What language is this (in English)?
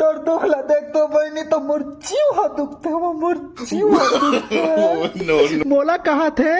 Chhattisgarhi